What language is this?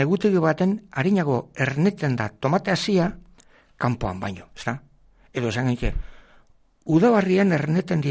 Basque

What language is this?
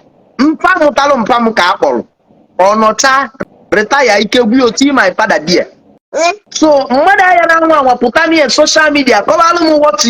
Igbo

